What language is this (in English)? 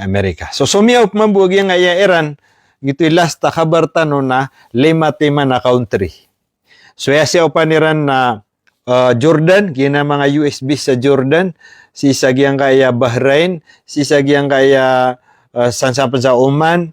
Maranao